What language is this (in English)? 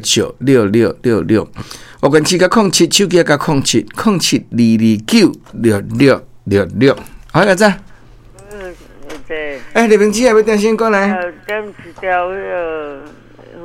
Min Nan Chinese